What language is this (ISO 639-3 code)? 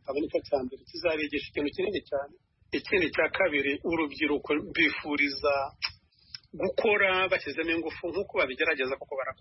kin